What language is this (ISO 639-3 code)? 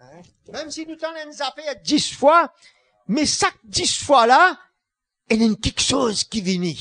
mfe